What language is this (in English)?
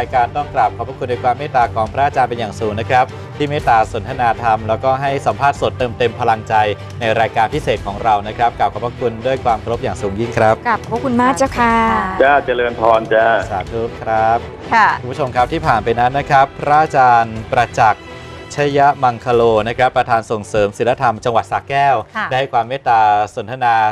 Thai